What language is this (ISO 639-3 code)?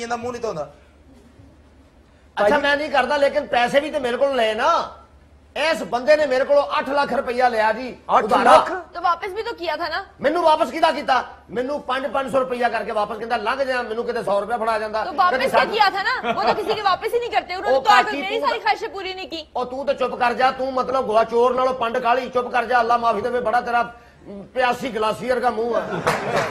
pan